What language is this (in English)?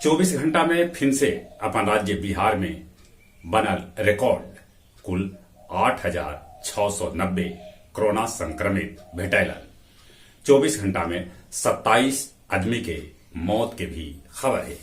Magahi